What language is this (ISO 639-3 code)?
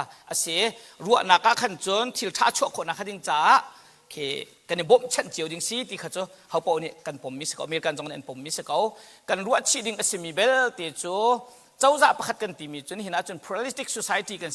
cnh